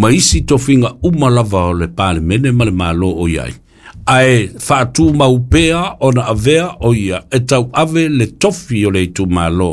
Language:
Samoan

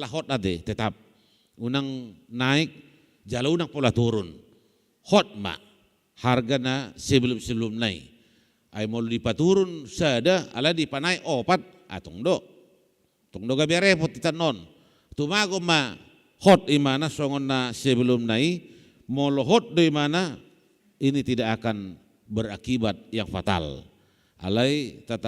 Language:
Batak Toba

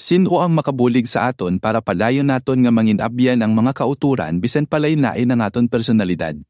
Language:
Hiligaynon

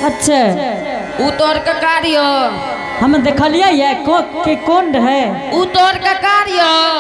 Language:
Angika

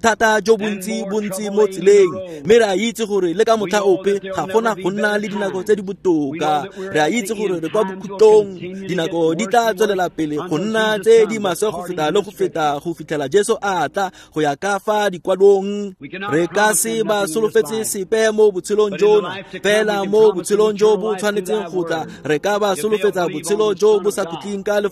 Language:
Tswana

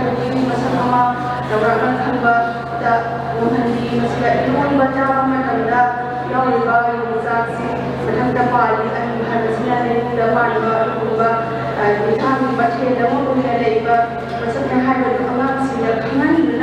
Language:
Manipuri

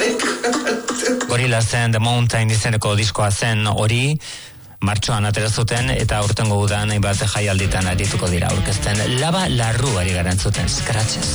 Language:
Basque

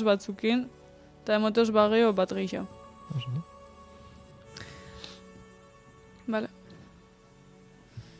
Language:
Basque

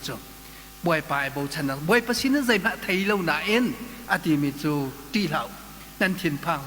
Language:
Hakha Chin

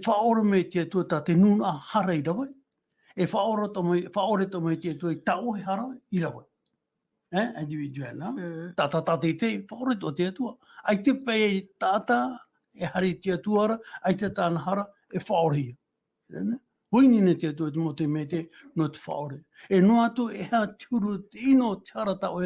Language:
Tahitian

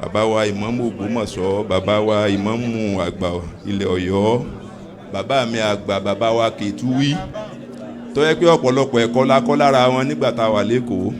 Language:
Yoruba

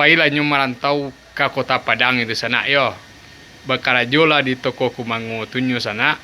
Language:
Minangkabau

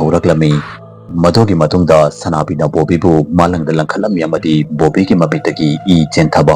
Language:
Manipuri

